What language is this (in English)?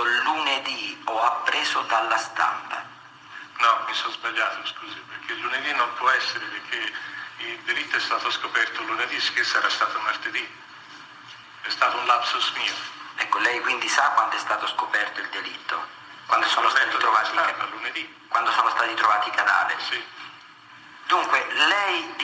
Italian